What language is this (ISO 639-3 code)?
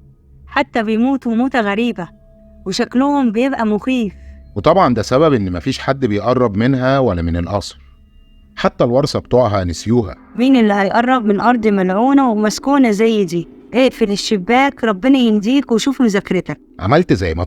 arz